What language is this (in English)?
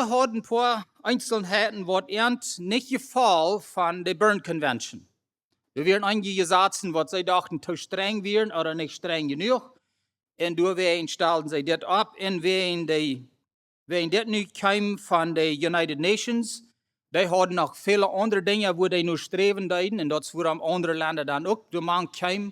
Plautdietsch